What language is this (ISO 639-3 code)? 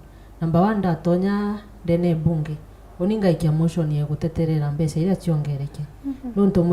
mer